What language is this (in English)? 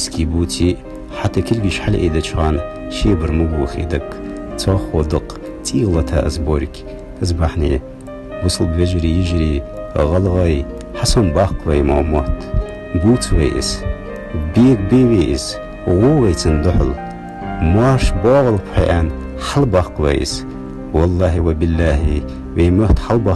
Ingush